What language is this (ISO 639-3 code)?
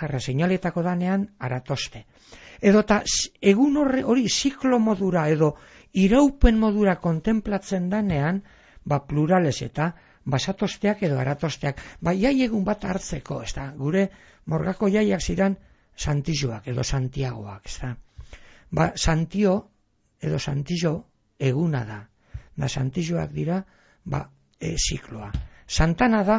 eus